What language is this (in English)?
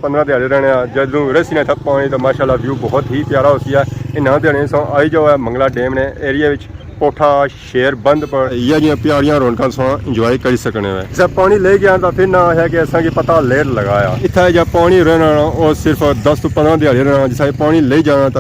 Pahari-Potwari